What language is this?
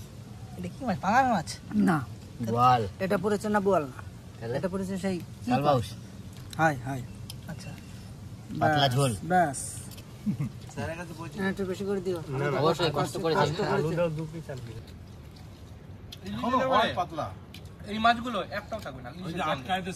Bangla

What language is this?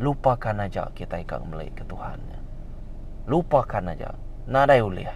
Iban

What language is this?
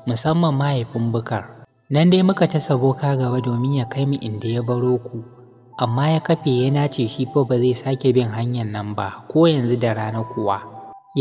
Hausa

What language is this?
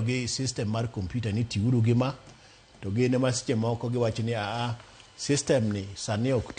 Luo (Kenya and Tanzania)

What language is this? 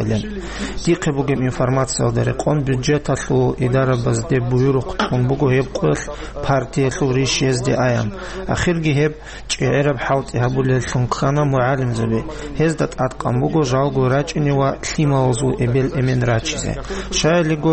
Avaric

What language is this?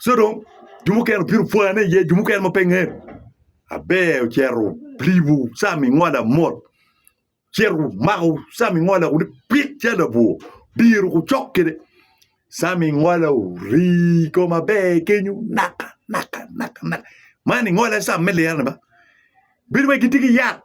Acoli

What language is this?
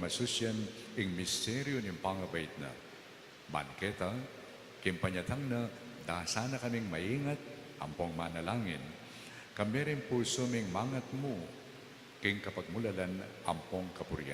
Pampanga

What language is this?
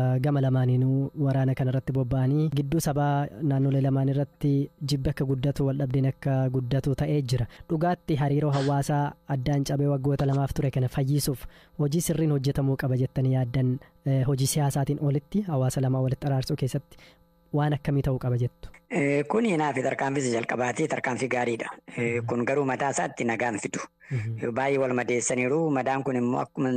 Oromo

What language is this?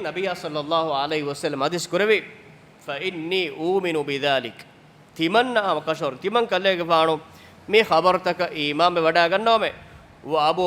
Divehi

